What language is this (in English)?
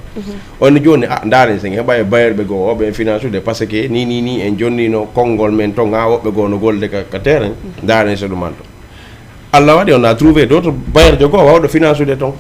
Fula